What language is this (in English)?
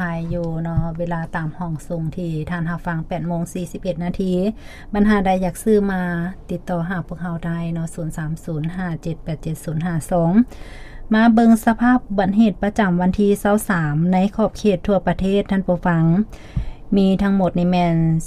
Lao